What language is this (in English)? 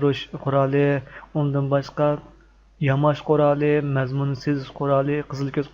Uyghur